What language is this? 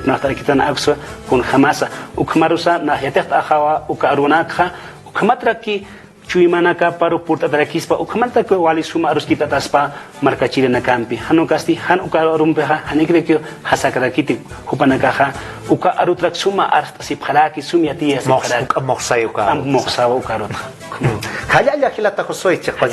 Aymara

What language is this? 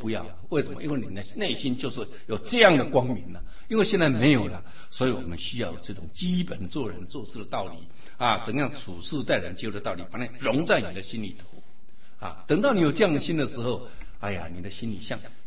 Chinese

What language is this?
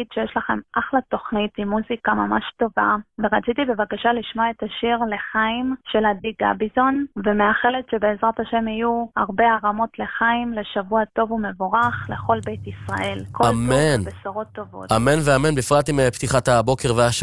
Hebrew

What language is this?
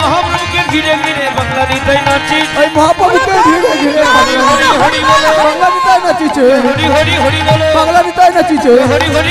Bangla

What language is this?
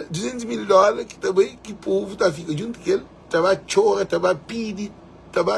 Kabuverdianu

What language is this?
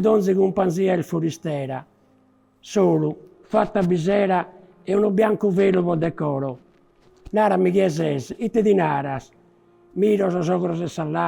Sardinian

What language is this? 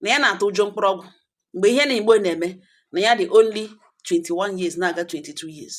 Igbo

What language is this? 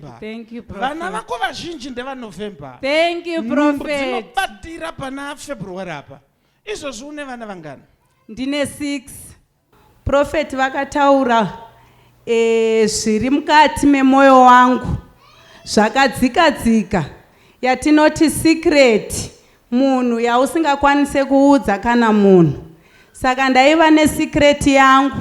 Shona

